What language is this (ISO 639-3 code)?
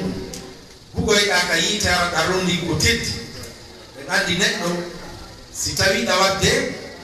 ful